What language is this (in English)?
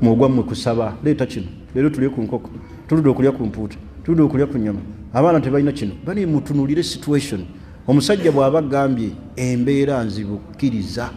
Ganda